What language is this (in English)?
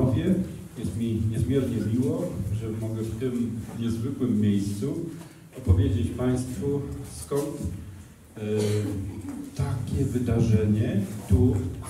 Polish